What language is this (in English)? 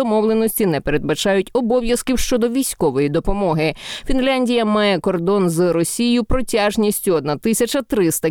Ukrainian